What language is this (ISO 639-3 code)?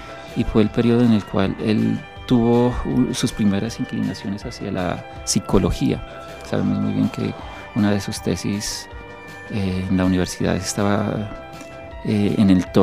spa